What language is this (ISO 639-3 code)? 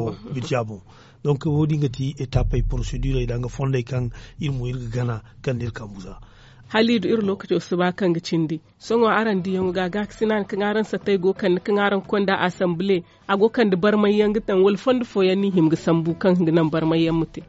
dje